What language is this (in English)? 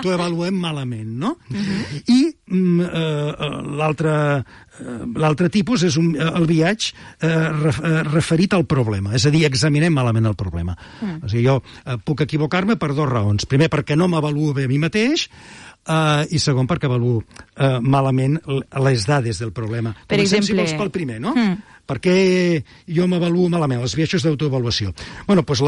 Catalan